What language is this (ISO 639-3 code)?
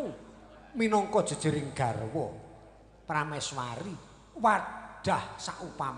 jav